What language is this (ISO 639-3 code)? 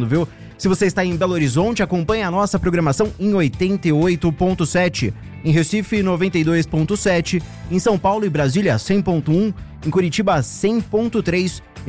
por